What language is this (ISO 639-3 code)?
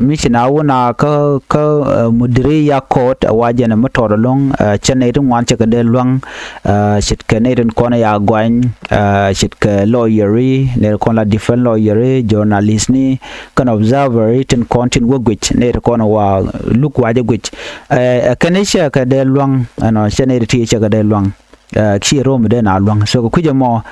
nus